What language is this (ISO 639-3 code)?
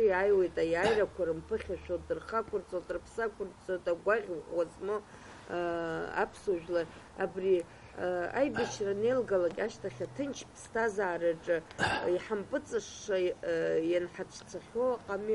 abk